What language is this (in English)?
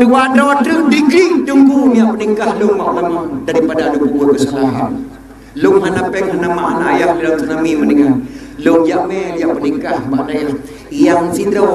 Achinese